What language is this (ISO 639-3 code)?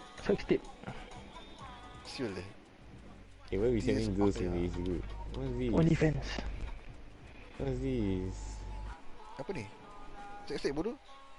msa